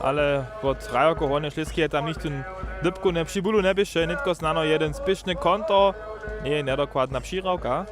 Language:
Upper Sorbian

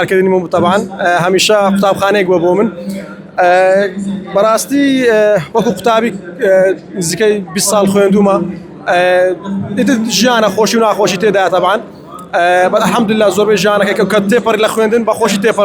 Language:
Central Kurdish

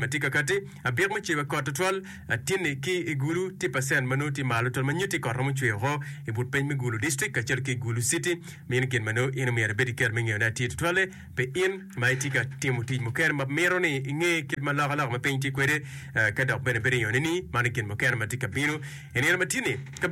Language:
Acoli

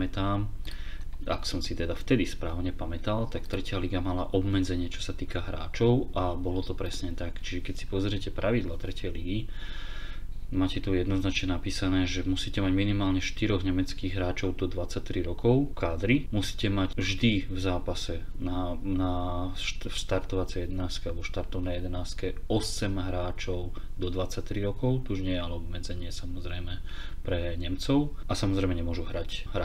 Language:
Slovak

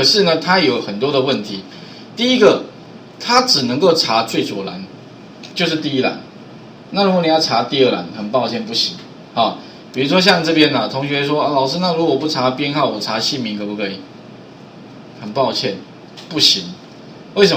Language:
Chinese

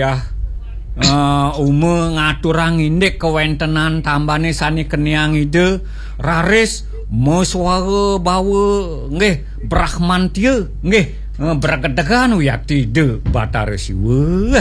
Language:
Balinese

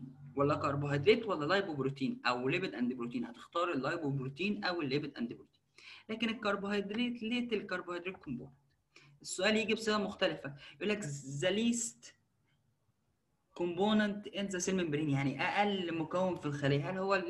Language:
Egyptian Arabic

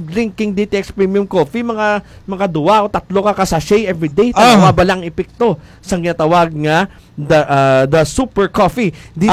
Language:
Hiligaynon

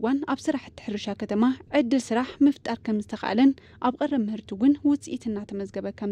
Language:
Tigrinya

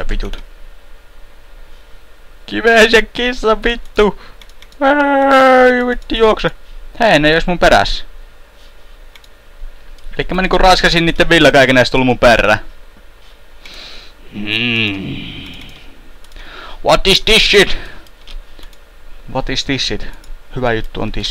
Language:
Finnish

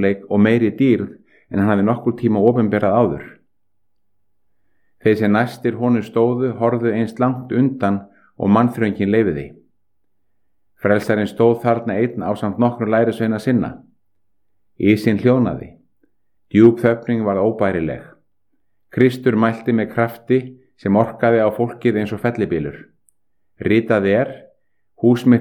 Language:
Icelandic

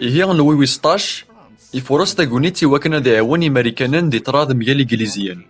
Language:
Kabyle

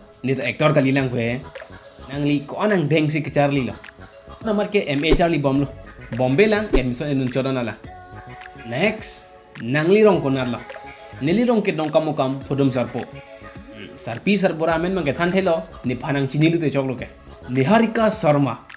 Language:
Karbi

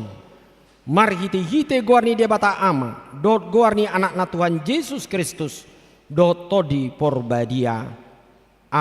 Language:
Batak Toba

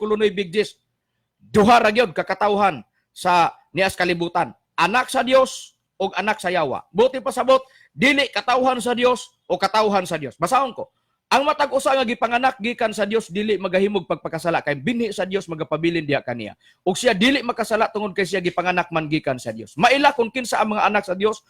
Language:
Cebuano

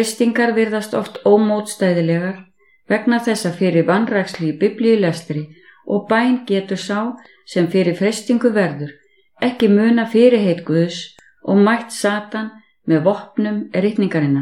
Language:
Icelandic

